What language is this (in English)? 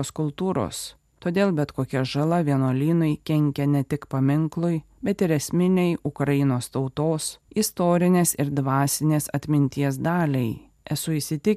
Lithuanian